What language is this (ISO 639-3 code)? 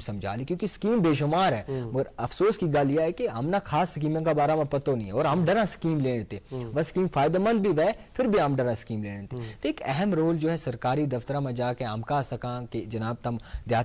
gju